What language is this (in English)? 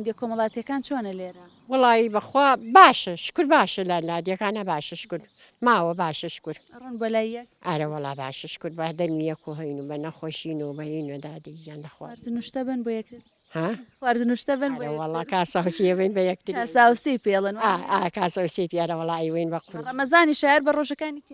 Central Kurdish